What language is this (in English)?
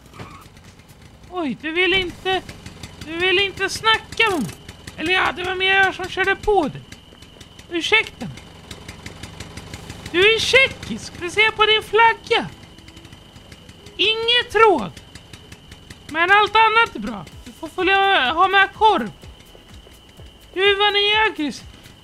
Swedish